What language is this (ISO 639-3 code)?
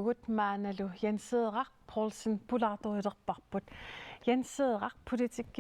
kal